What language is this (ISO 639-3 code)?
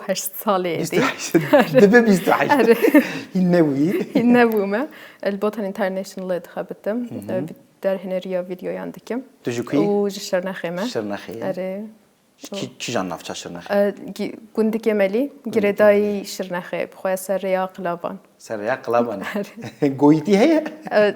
kur